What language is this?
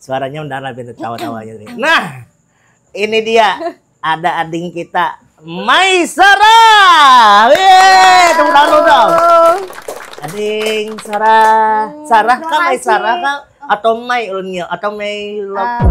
Banjar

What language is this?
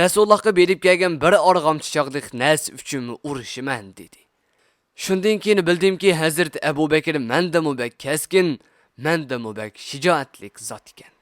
Uyghur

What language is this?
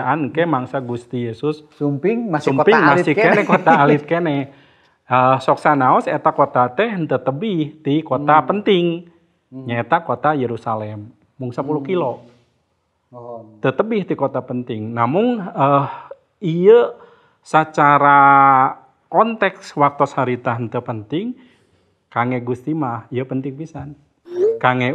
Sundanese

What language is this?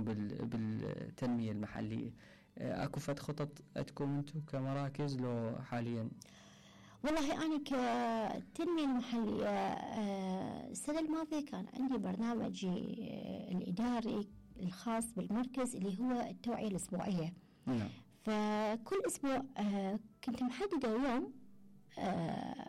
Mesopotamian Arabic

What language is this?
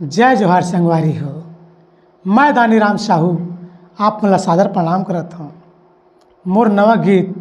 Chhattisgarhi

